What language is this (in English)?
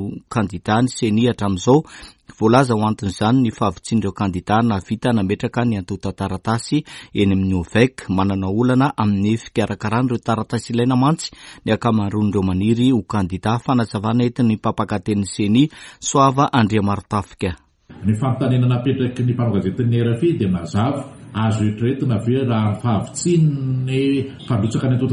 Malagasy